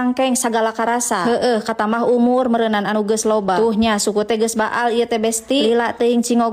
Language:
Sundanese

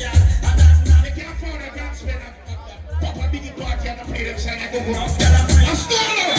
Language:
Jamaican Creole English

